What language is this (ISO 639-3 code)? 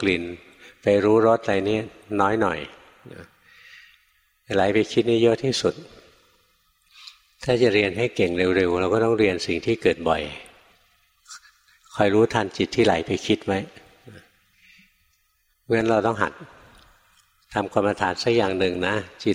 tha